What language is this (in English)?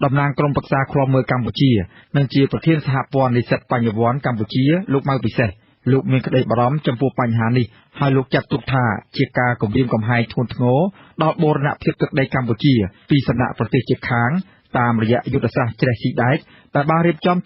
Khmer